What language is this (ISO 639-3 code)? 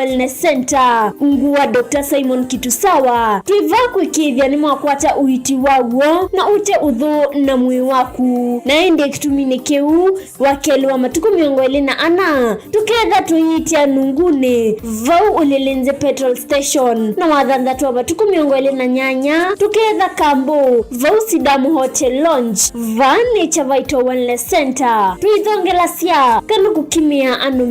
kam